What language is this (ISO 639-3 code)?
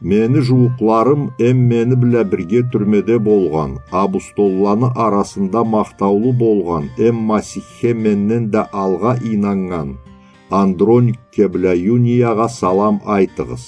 krc